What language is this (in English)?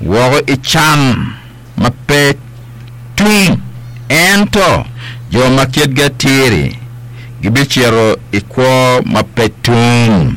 Acoli